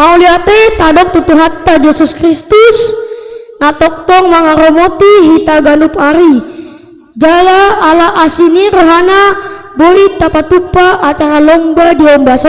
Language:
Batak Toba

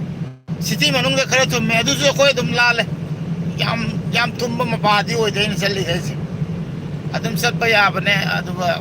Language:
Manipuri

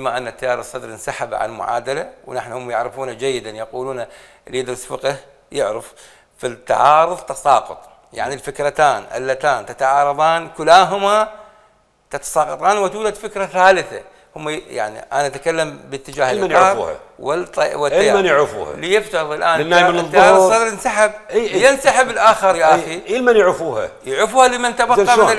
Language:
Mesopotamian Arabic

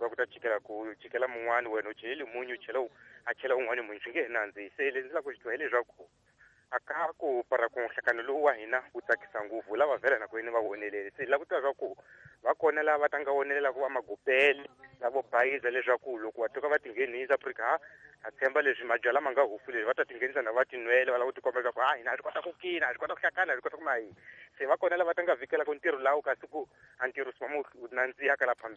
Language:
Tsonga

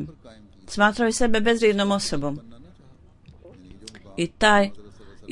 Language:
Bosnian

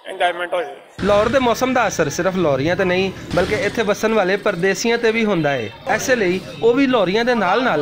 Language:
Western Panjabi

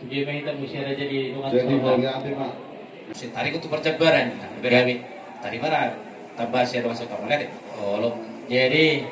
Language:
Batak Toba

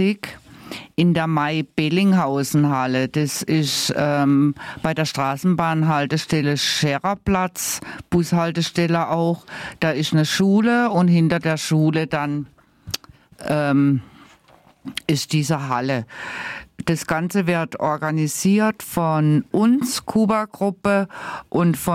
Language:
German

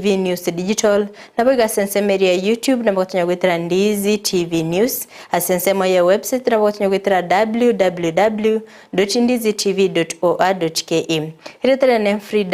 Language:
Gusii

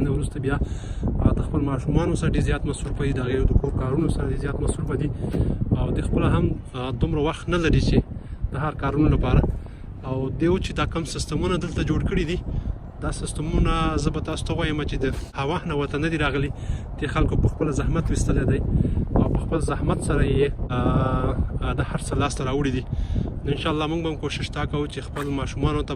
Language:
Pashto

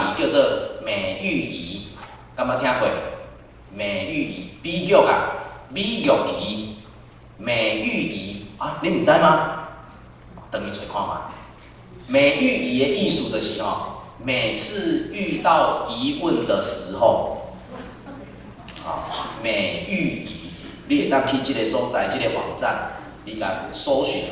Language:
Min Nan Chinese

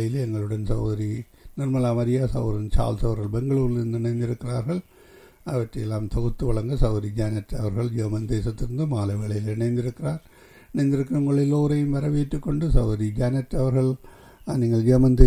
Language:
Tamil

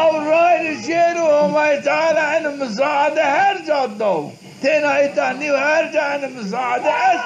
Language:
Zaza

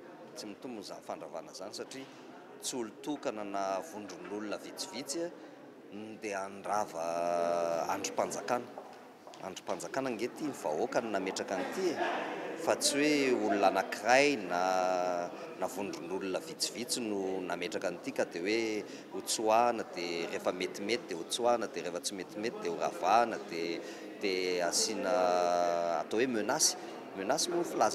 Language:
Malagasy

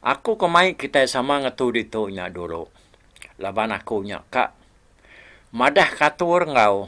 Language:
Iban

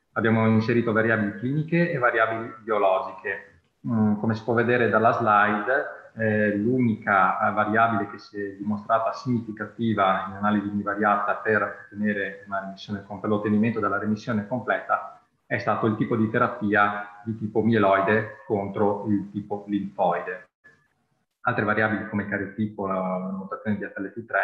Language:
Italian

